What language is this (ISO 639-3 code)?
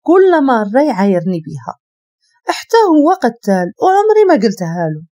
ary